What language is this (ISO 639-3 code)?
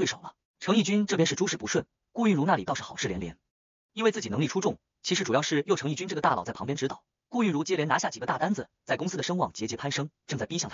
zho